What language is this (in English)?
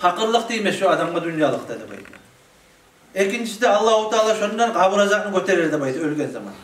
Kumyk